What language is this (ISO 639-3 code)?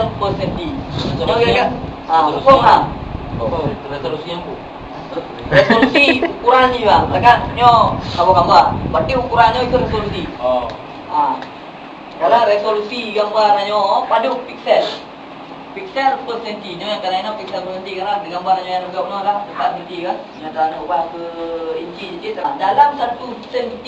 ace